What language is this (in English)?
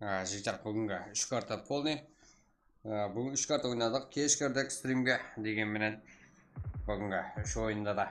Kara-Kalpak